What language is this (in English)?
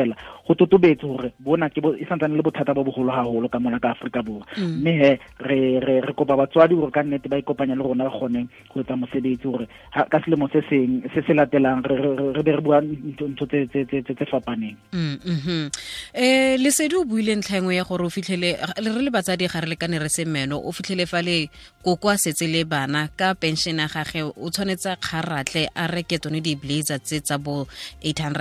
Southern Sotho